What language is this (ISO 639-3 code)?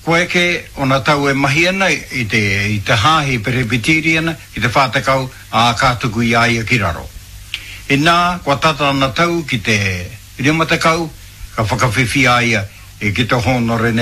mri